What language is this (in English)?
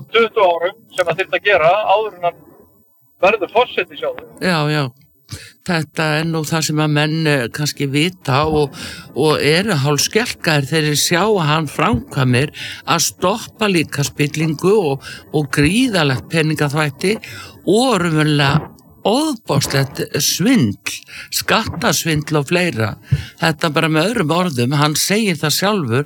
Icelandic